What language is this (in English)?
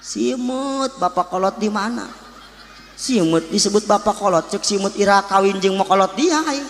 Sundanese